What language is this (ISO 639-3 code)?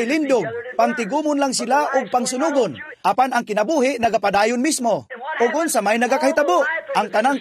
ceb